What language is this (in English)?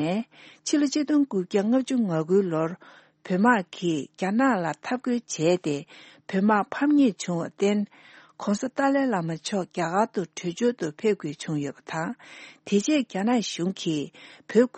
Tibetan